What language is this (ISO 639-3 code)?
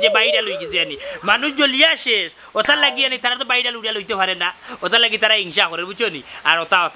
syl